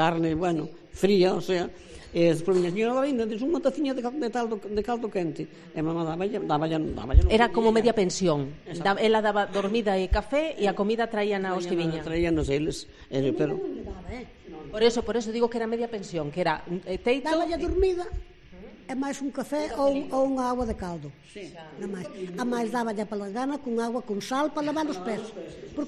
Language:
Galician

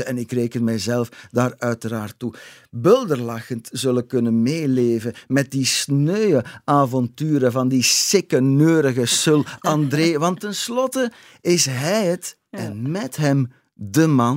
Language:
Dutch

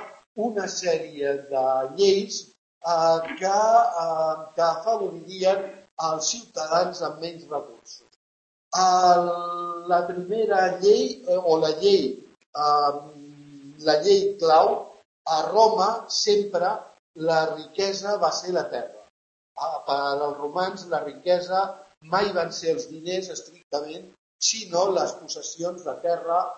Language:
Catalan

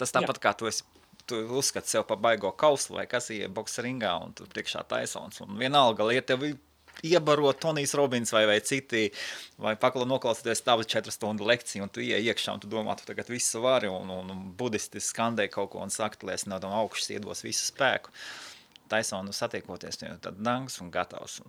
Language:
Latvian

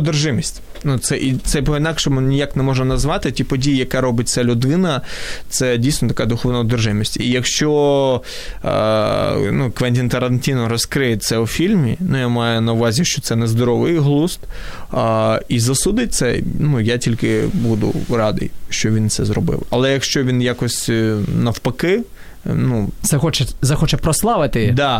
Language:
Ukrainian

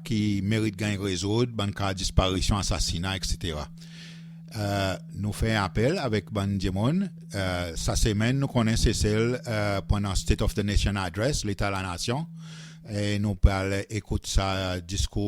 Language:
Seselwa Creole French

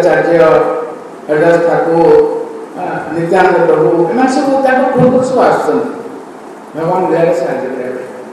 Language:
Odia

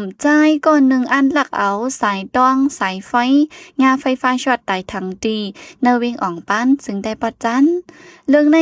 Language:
Shan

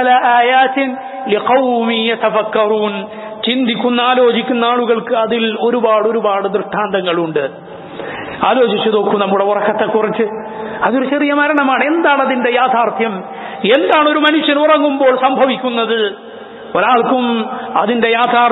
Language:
Malayalam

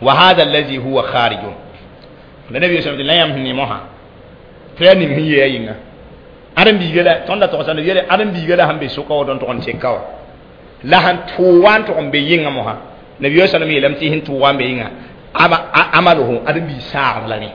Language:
Mossi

